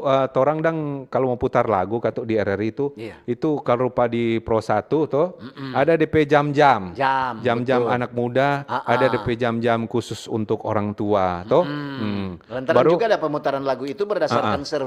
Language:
Manado Malay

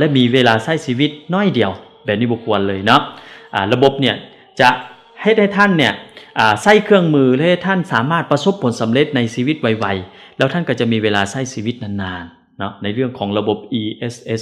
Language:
Lao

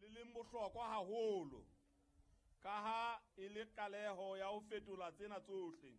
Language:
Southern Sotho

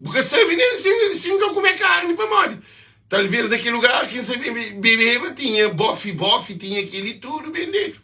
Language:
Kabuverdianu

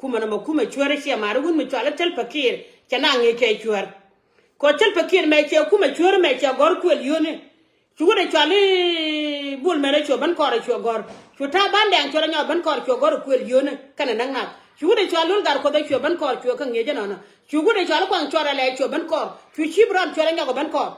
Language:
Nuer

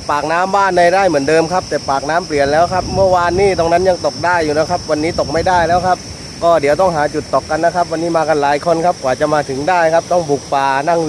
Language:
Thai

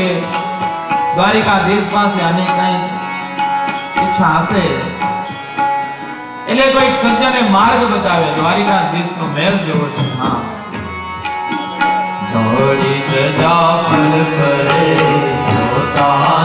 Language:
Gujarati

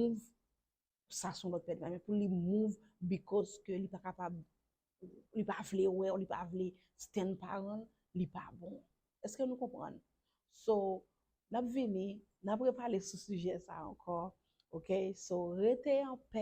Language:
Haitian Creole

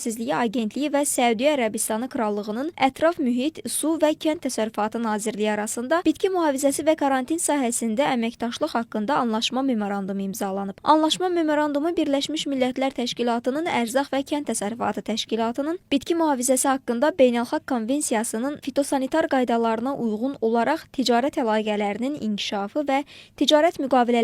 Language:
Azerbaijani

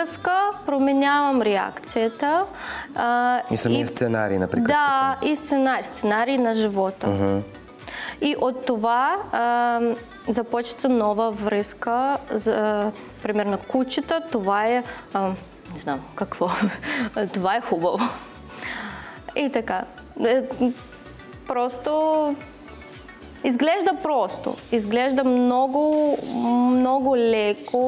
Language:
Bulgarian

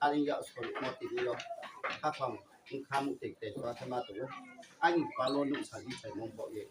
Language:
Riang (India)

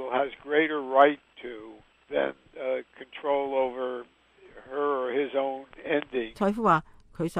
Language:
Cantonese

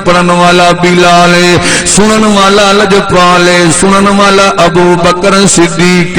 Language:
Saraiki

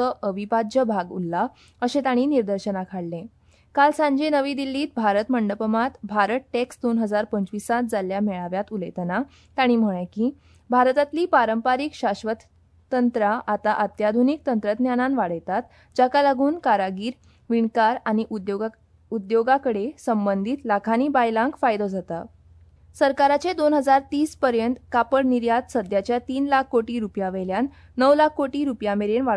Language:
Konkani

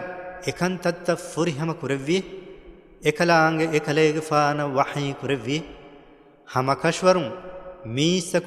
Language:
Divehi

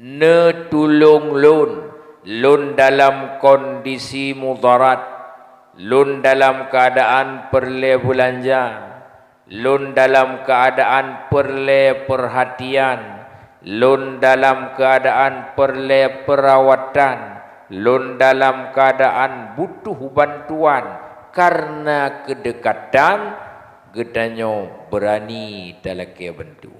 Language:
Achinese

